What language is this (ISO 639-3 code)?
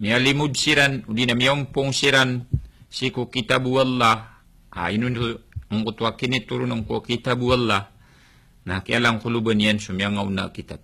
mrw